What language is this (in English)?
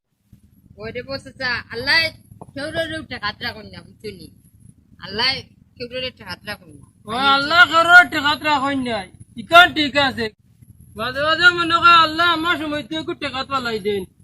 Sylheti